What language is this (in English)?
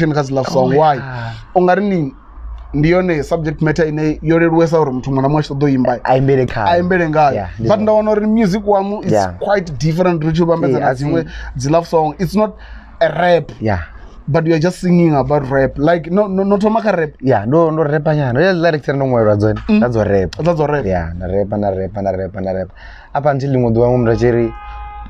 Venda